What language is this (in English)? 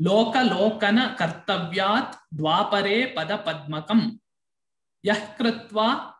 Sanskrit